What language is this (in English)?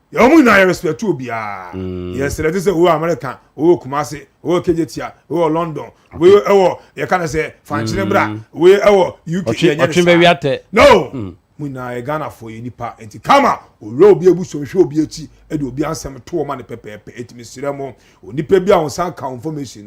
Akan